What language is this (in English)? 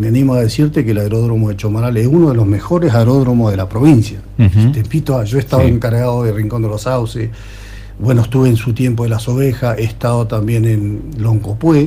Spanish